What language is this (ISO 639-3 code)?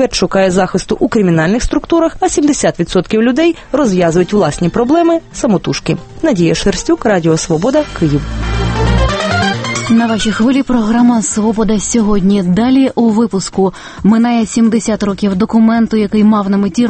ukr